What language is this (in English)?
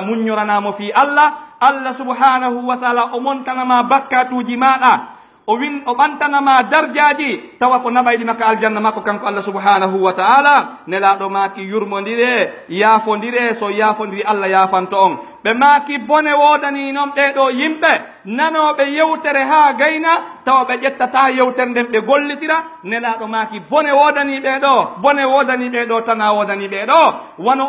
Pular